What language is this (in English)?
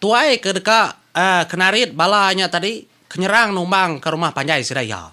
Iban